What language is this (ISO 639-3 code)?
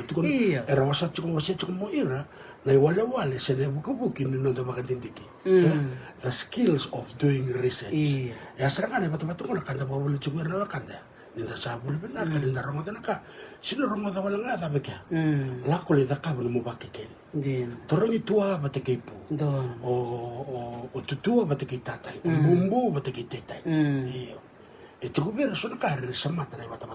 fij